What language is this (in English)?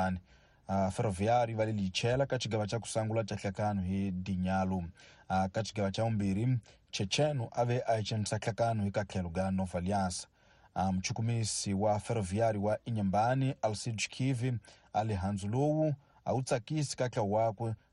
Tsonga